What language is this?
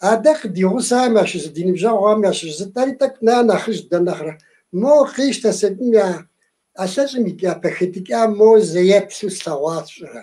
Kabardian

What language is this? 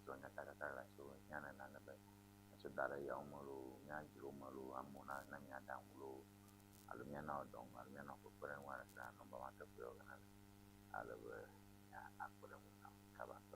Ewe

